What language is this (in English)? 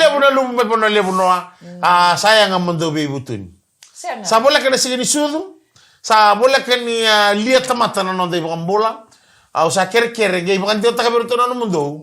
Fijian